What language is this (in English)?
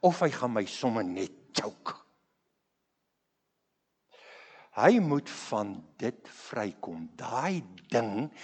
Afrikaans